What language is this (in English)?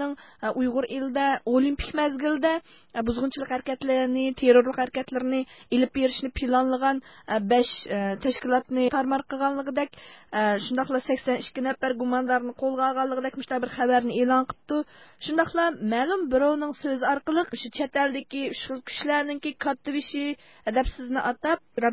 Uyghur